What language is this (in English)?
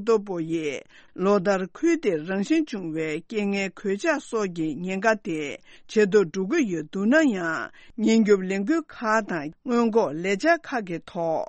Tibetan